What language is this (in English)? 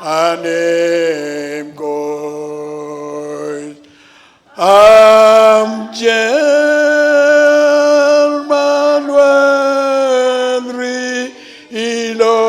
Marshallese